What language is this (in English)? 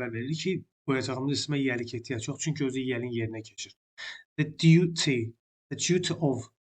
Azerbaijani